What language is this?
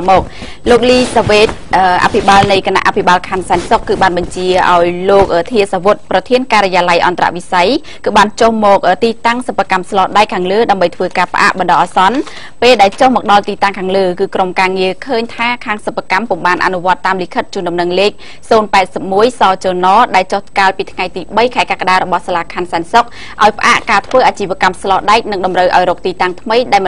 Khmer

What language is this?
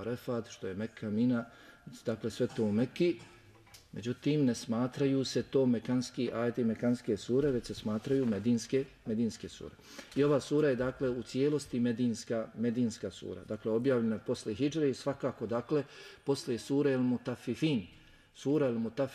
Bosnian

